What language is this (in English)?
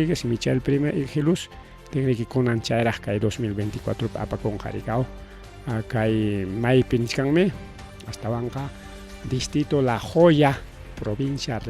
Ayacucho Quechua